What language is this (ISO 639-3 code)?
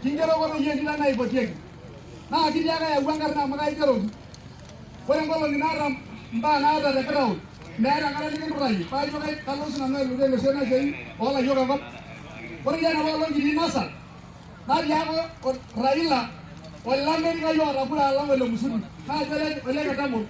mas